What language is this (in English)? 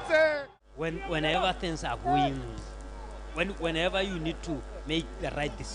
Tswana